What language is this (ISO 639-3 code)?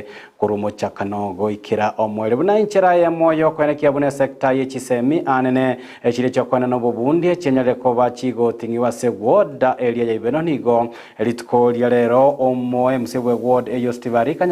guz